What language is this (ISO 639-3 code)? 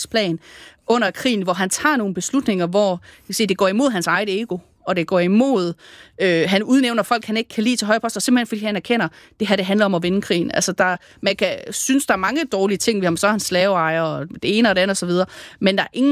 dan